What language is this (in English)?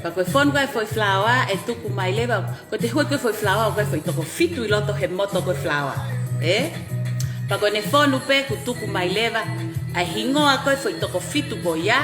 Tongan